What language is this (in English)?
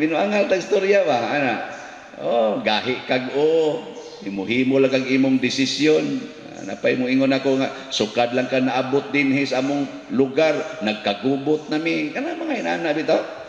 Cebuano